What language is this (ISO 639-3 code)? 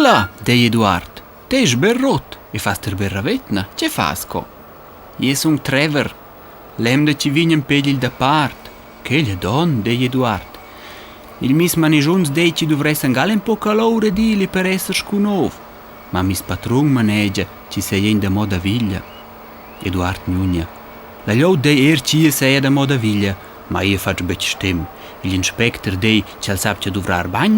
roh